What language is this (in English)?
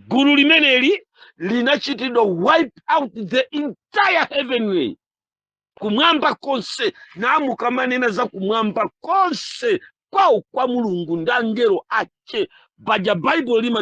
Nyanja